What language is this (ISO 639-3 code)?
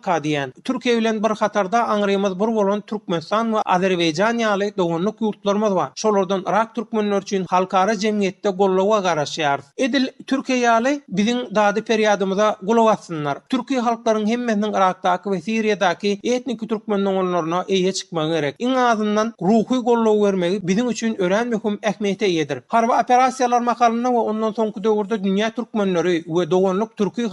tuk